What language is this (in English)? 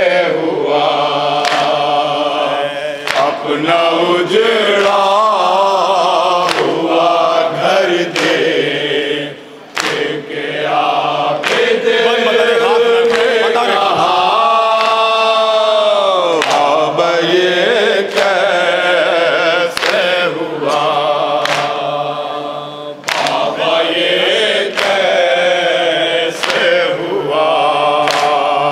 Hindi